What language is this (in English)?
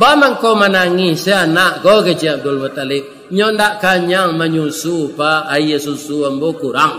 Minangkabau